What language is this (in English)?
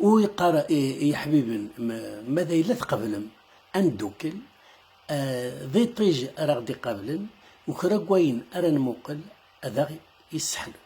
Kabyle